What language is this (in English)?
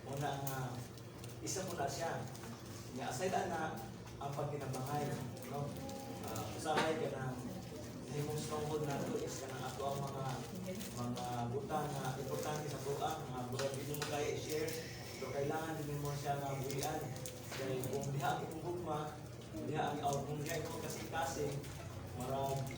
Cebuano